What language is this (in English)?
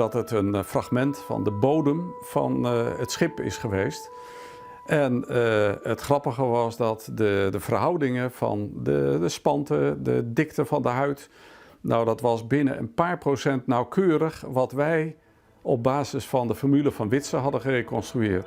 Western Frisian